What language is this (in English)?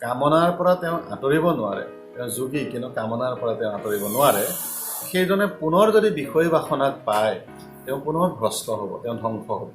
Assamese